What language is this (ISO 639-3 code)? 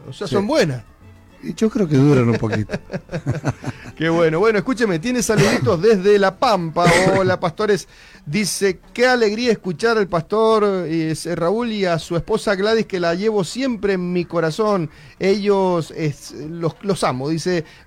spa